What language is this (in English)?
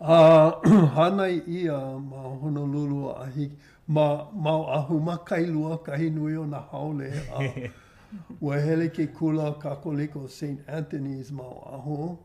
Hawaiian